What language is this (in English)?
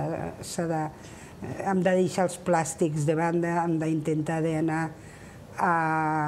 Catalan